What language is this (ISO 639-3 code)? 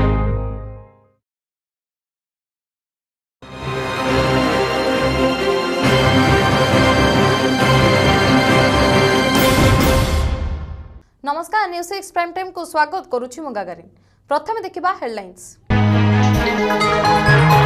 ori